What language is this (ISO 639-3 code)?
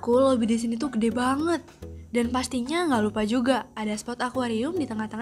ind